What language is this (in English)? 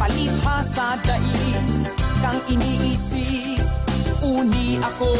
Bikol